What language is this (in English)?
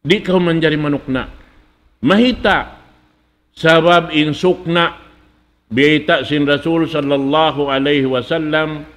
Tausug